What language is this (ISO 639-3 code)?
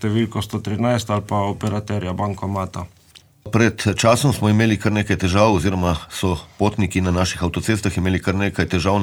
slv